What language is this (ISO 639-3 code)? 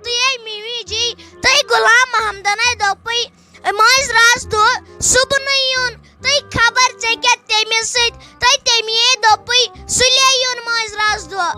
kas